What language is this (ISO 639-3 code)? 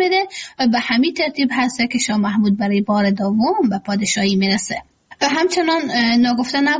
fas